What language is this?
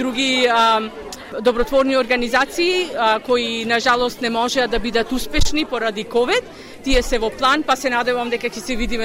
Macedonian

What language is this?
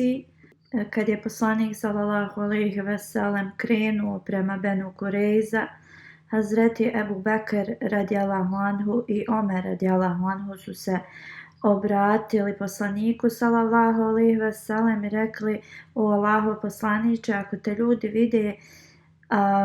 Bosnian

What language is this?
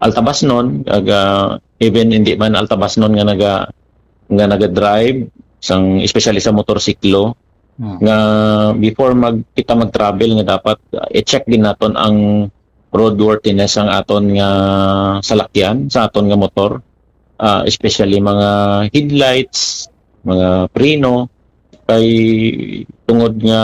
Hiligaynon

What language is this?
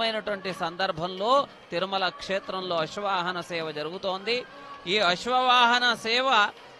Telugu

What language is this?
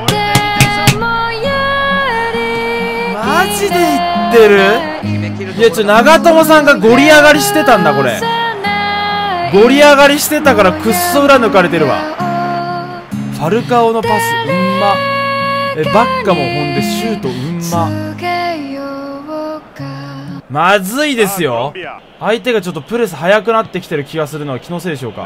Japanese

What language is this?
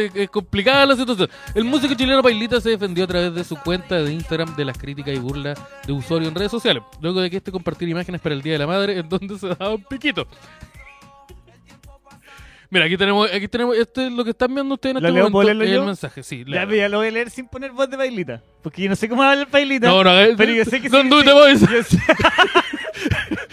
Spanish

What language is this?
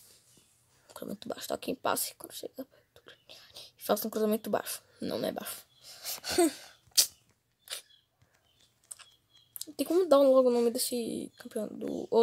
Portuguese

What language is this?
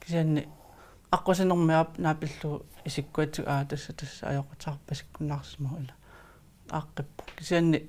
Kalaallisut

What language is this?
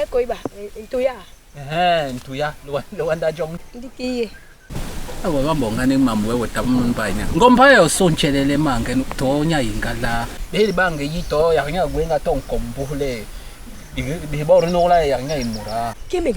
Basaa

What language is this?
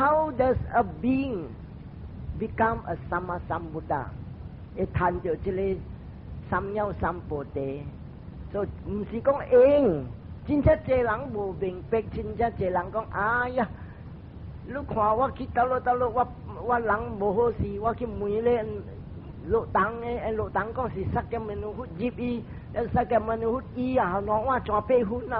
Min Nan Chinese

